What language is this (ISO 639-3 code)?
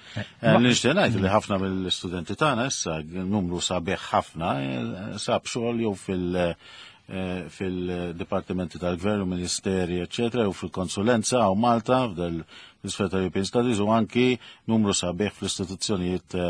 mlt